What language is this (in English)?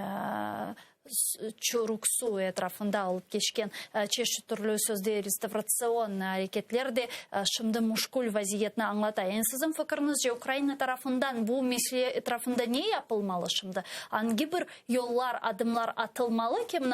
Crimean Tatar